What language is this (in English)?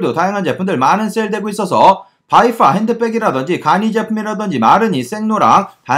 Korean